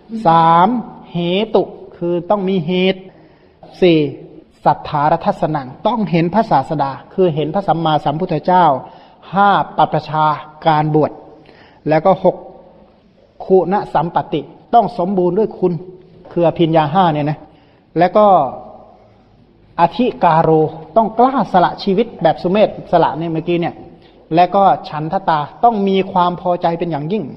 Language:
Thai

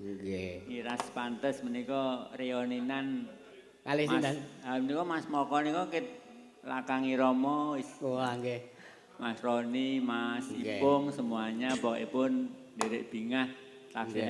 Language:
Javanese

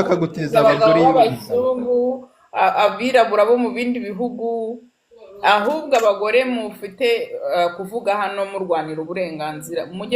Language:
Kinyarwanda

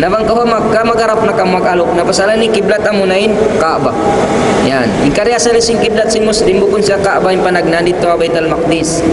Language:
Tausug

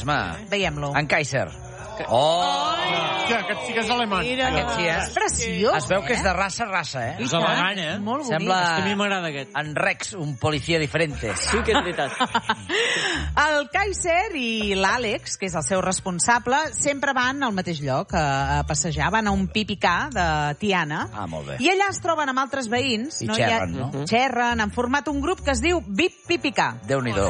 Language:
Catalan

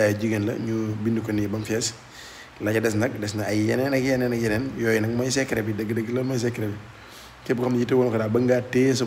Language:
Wolof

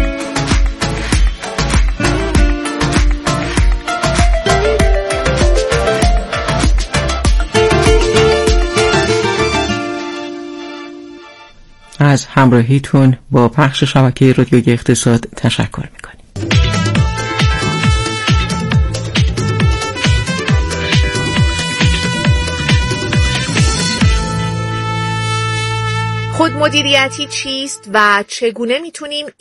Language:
Persian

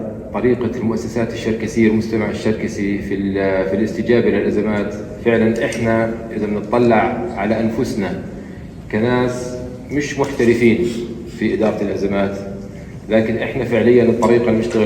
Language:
North Levantine Arabic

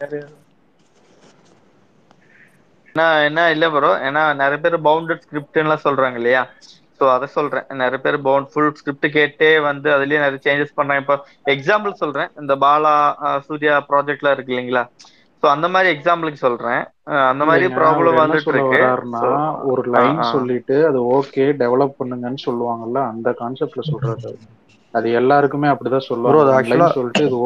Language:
Tamil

